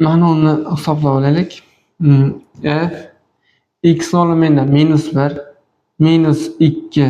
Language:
Uzbek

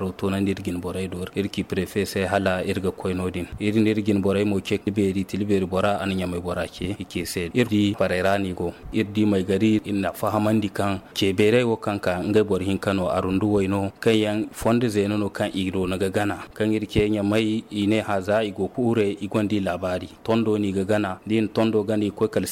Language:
Zarma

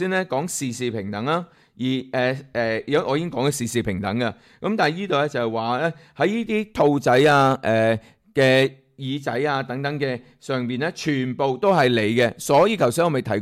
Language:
Cantonese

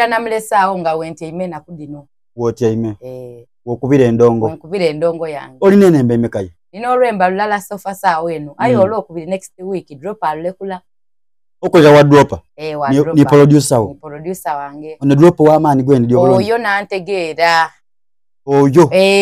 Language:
Soga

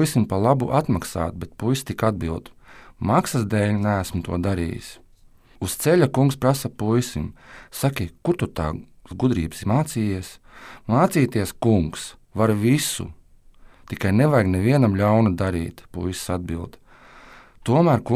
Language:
Latvian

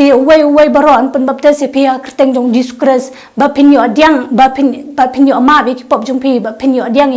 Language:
Khasi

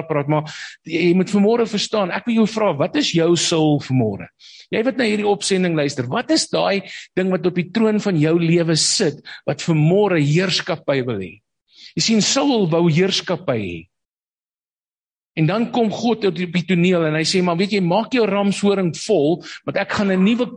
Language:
Afrikaans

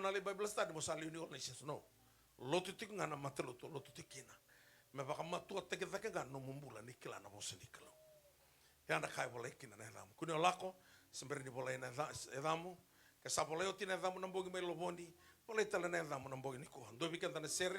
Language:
Fijian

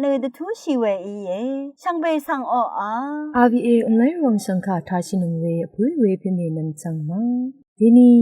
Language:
Rawang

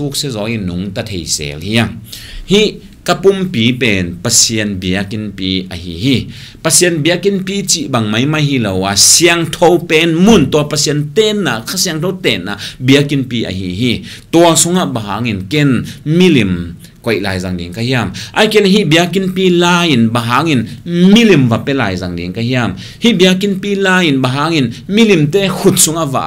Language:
Tedim Chin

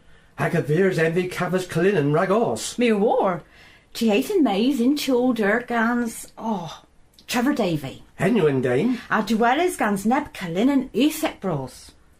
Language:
Cornish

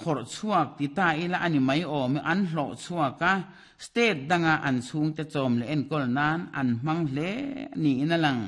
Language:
Mizo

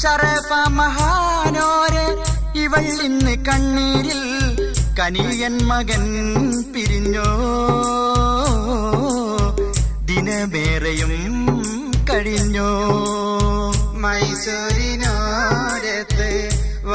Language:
Malayalam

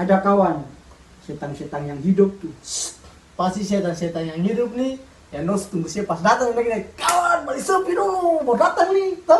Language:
Ambonese Malay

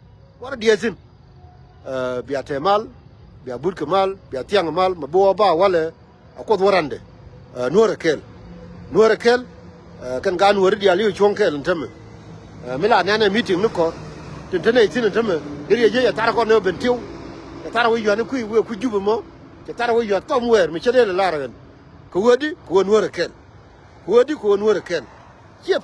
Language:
Nuer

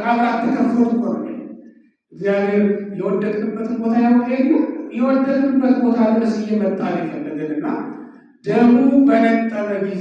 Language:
Amharic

